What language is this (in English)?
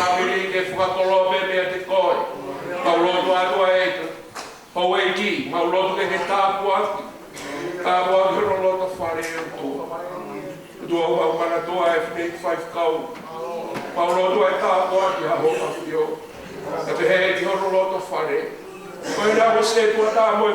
Tongan